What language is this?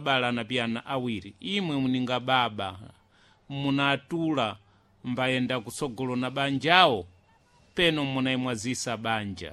Sena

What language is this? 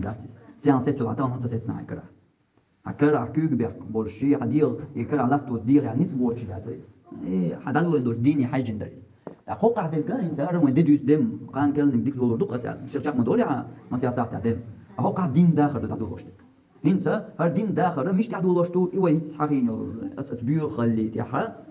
Chechen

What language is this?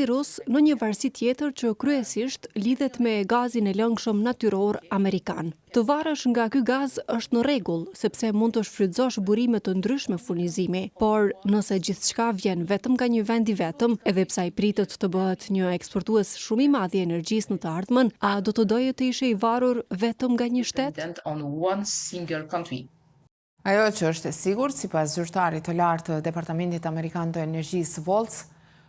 Albanian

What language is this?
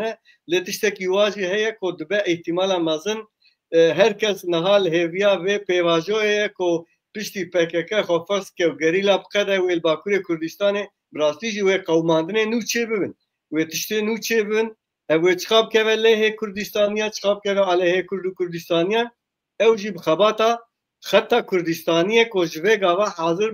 Kurdish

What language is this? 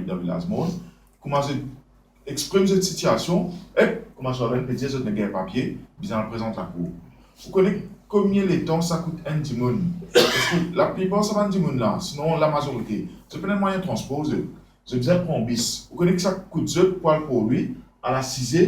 Morisyen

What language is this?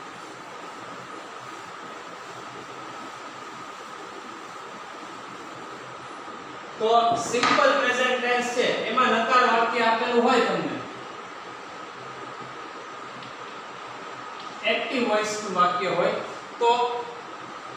Gujarati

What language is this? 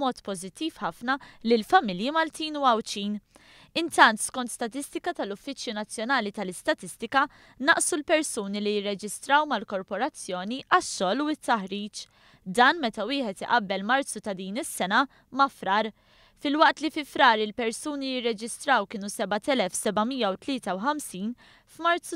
Maltese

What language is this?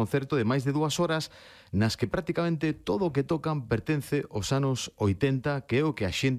Galician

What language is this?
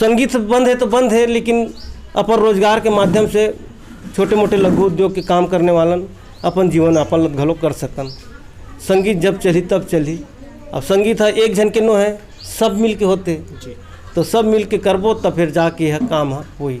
Chhattisgarhi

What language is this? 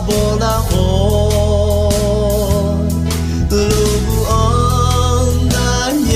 Akha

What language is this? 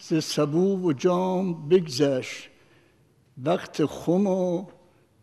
Persian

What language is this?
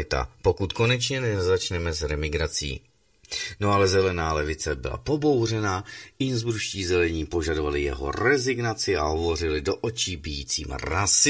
Czech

